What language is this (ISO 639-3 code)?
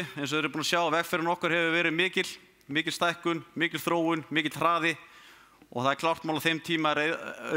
isl